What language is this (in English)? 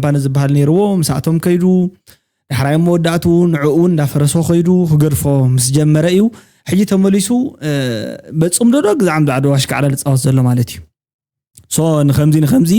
Tigrinya